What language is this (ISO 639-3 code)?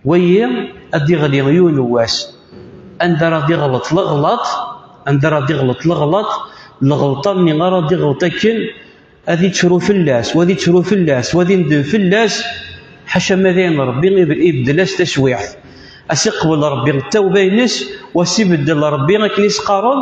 kab